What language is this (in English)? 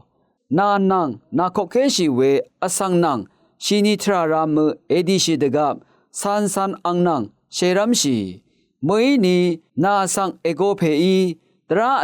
Rawang